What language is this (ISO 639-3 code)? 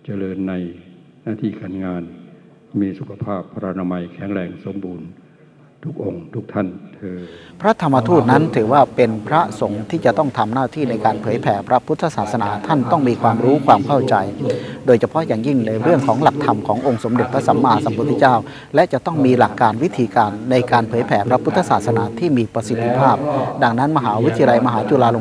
tha